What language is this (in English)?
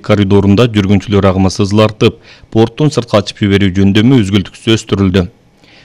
Kyrgyz